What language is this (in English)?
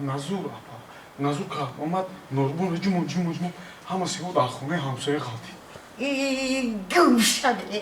Tajik